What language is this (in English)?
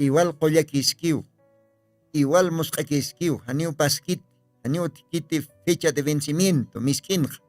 Aymara